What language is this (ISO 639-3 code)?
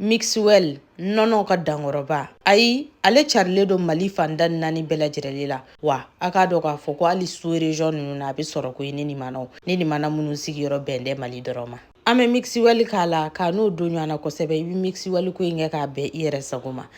bam